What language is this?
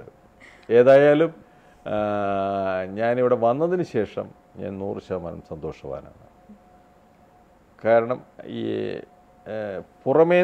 Malayalam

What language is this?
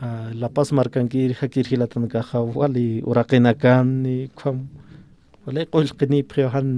Aymara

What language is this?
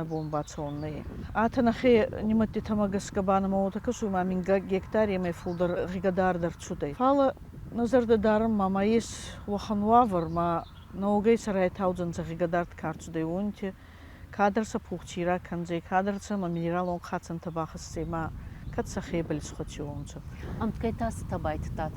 Ossetic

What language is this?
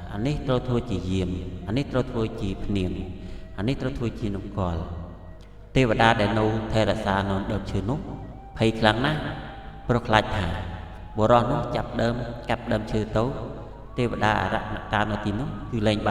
Khmer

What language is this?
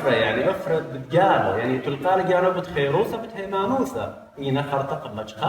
Assyrian Neo-Aramaic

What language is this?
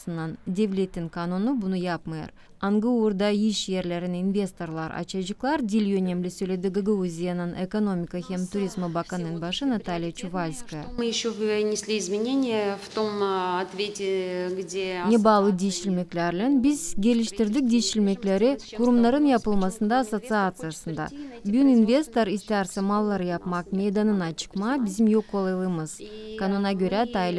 Gagauz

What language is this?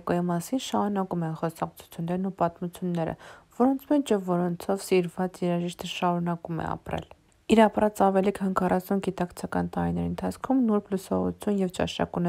Armenian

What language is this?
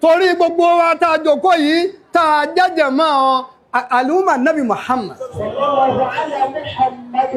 Yoruba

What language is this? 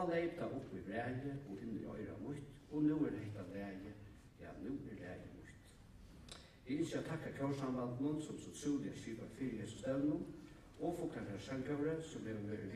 Faroese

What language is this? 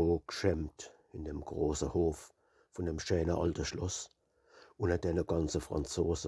Palatine German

